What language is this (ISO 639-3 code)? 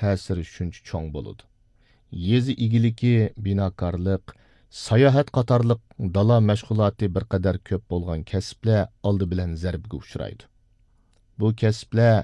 uig